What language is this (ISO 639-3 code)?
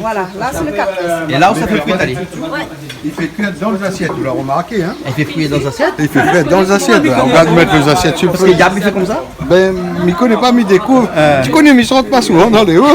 rcf